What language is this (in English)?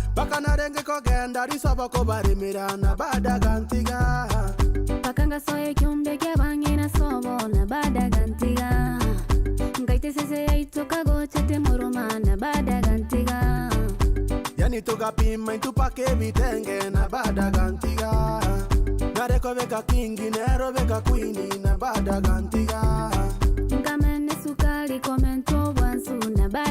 Gusii